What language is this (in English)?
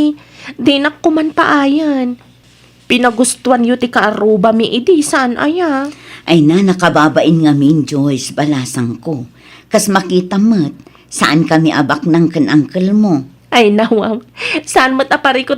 Iloko